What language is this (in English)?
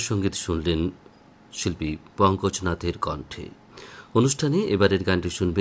Bangla